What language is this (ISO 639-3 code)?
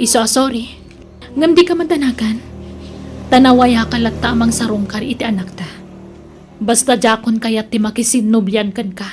ilo